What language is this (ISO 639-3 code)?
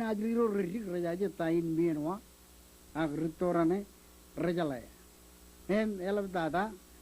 mah